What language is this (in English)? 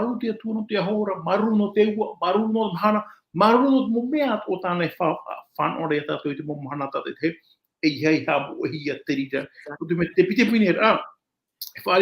Tahitian